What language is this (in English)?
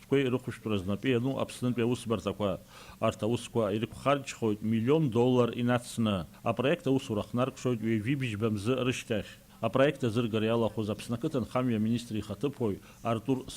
Abkhazian